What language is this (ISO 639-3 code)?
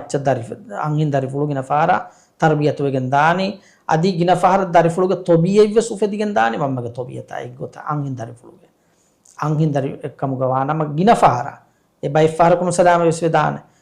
div